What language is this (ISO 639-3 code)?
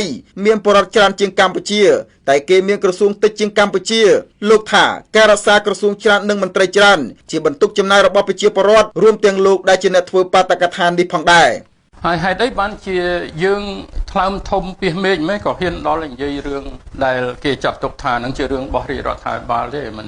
khm